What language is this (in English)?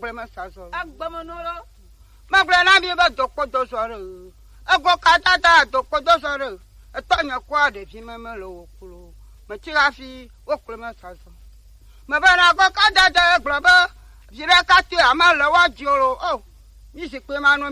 Gen